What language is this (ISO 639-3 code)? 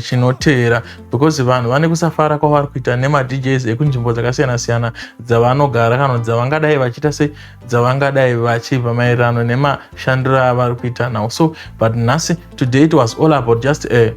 sna